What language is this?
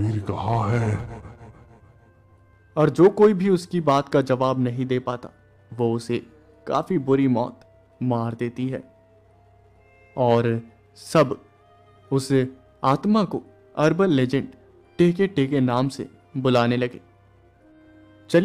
Hindi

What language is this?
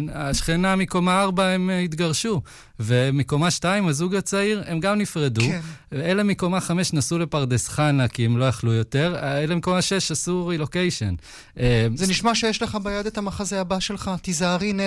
Hebrew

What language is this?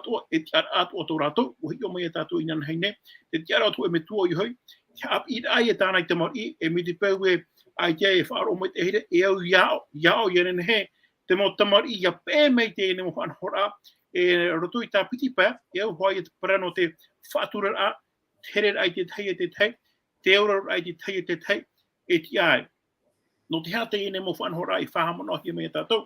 Tahitian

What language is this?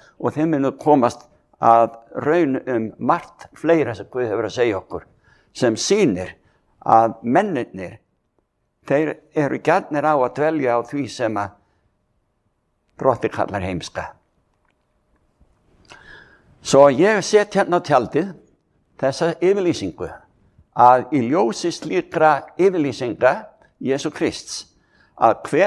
Icelandic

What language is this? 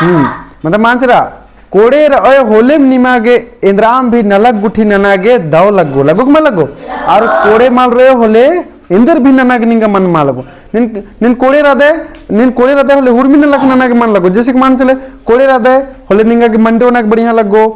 Kurukh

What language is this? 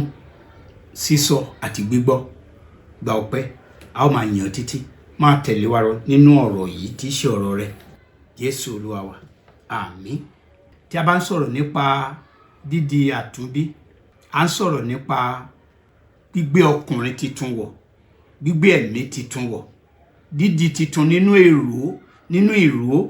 Yoruba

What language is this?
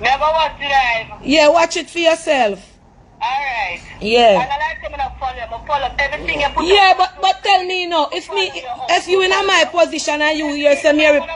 Jamaican Creole English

